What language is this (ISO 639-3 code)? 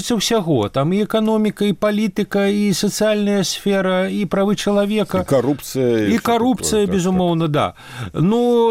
bel